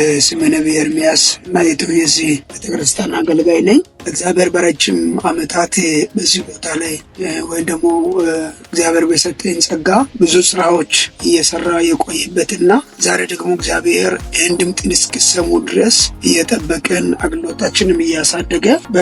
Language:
Amharic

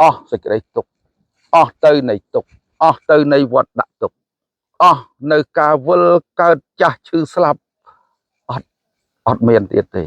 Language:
Khmer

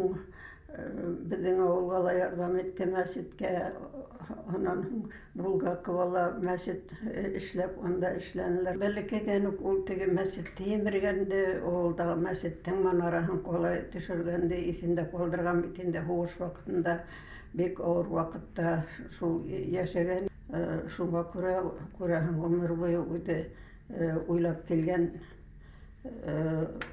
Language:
Bashkir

